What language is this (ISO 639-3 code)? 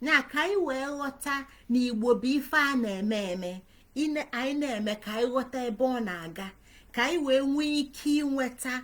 ibo